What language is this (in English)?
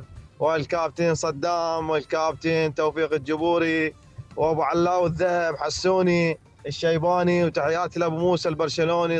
Mesopotamian Arabic